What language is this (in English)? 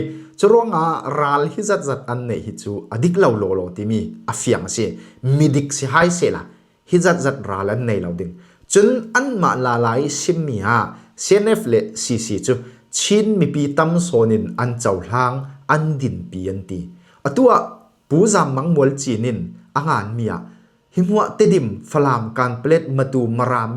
Falam Chin